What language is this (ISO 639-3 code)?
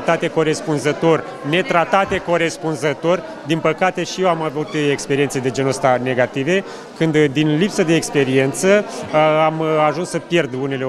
ron